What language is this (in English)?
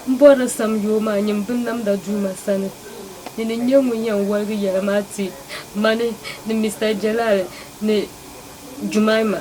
Dagbani